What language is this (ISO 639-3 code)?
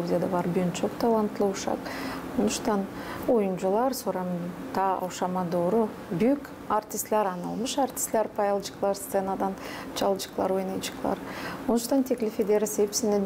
gag